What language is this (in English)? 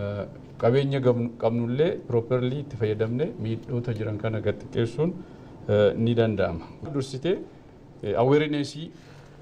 Oromo